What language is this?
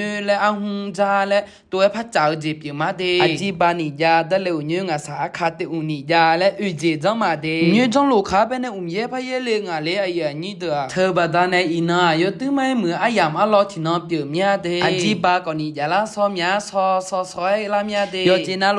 Akha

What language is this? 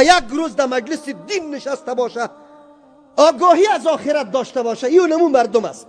Persian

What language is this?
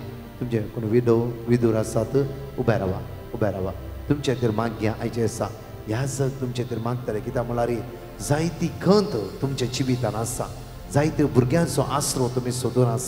Konkani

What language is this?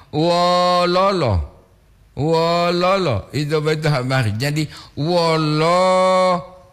Gorontalo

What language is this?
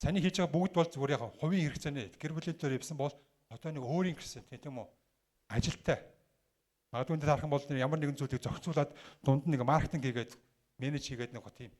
Mongolian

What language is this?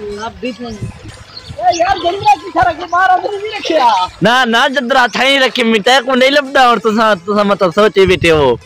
Saraiki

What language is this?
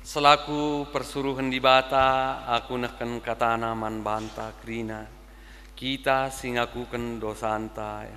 Batak Karo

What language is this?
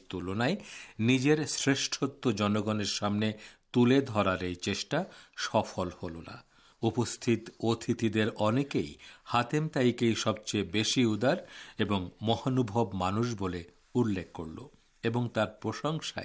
Bangla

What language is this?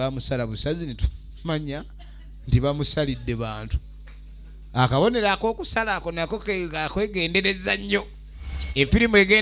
Ganda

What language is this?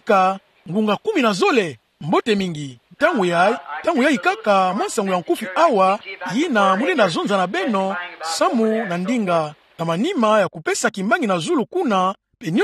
Kituba (Democratic Republic of Congo)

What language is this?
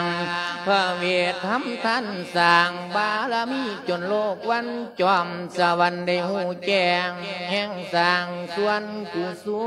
Lao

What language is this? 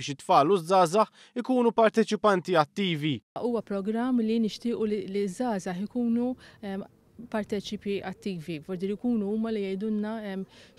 Maltese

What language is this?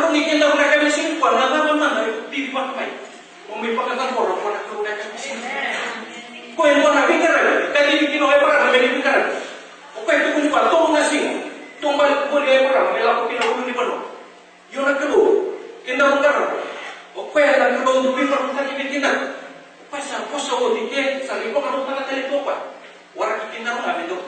Fijian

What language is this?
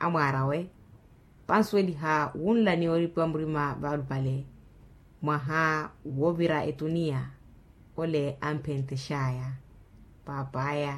Makhuwa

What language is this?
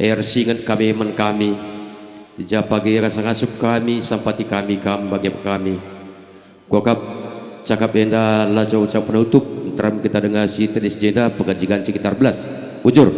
Batak Karo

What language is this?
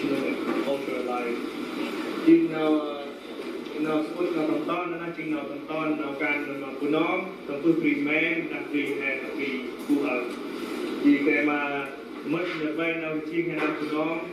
Central Mnong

